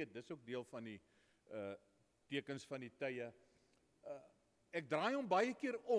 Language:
Afrikaans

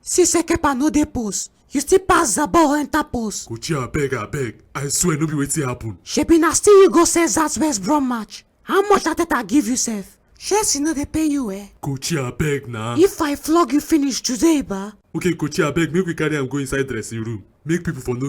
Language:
Nigerian Pidgin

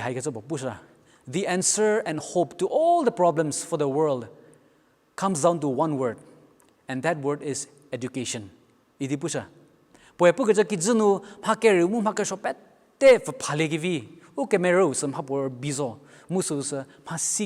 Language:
Angami Naga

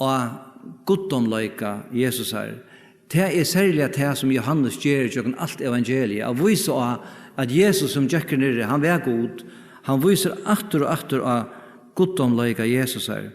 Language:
Faroese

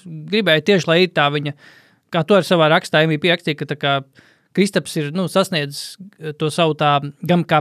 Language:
Latvian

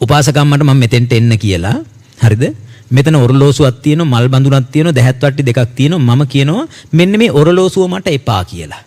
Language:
Sinhala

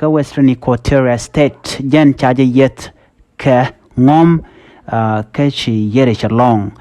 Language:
Nuer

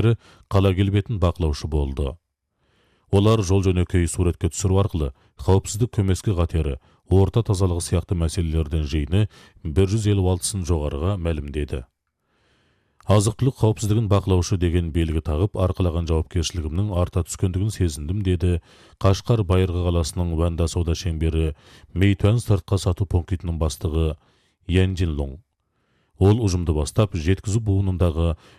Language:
Kazakh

